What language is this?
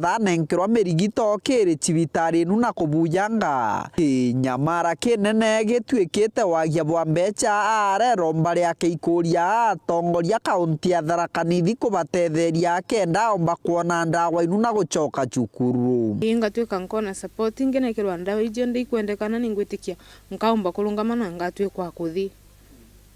Meru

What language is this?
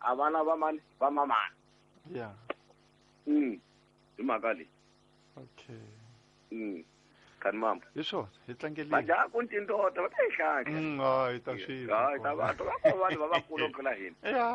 Tsonga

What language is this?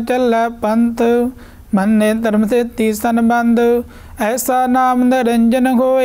Punjabi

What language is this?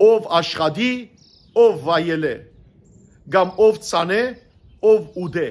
Western Armenian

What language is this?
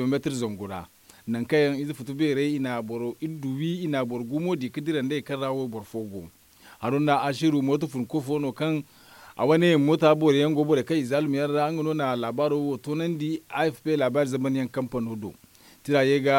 Zarma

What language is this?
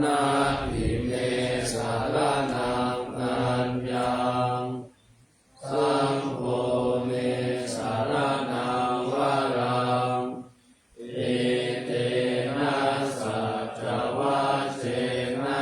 Pali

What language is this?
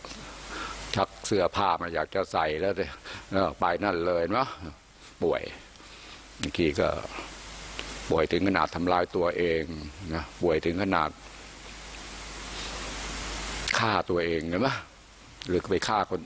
Thai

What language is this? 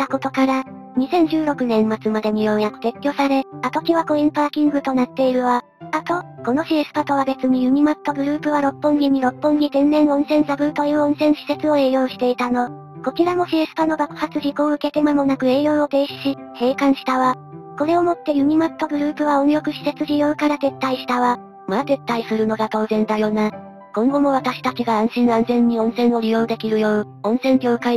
Japanese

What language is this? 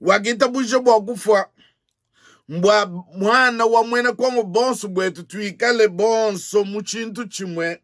Luba-Lulua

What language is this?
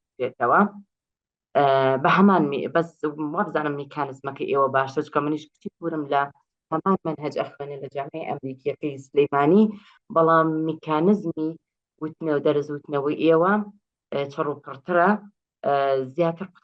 Central Kurdish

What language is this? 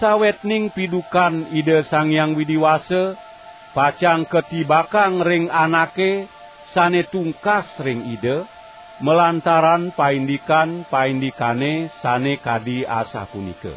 Balinese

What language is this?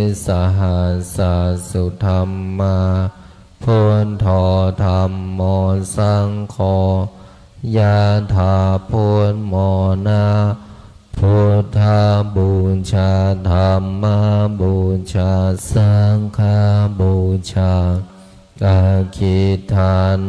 Pali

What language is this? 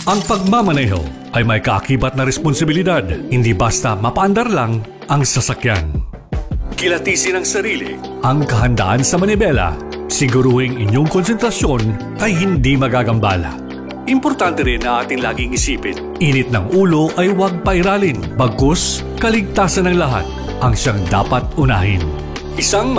Filipino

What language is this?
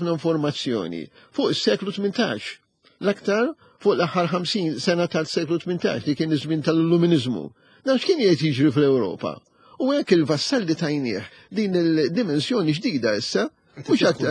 Maltese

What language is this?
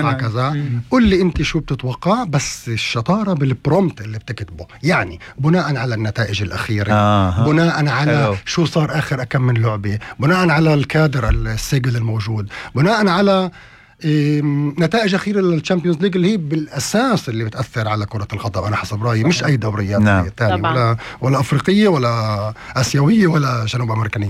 North Levantine Arabic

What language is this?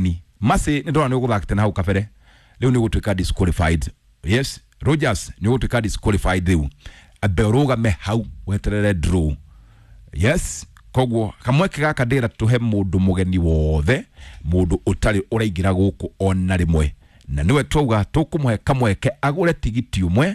Kikuyu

